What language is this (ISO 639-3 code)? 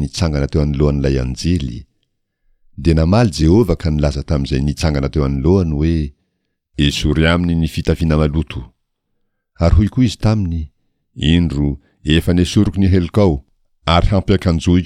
mlg